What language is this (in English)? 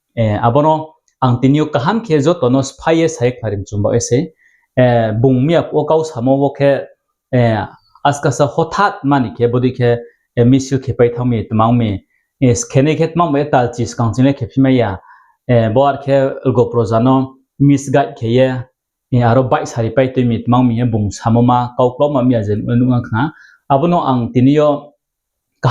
Riang (India)